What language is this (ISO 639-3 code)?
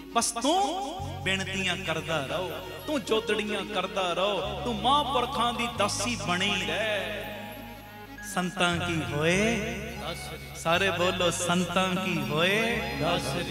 pan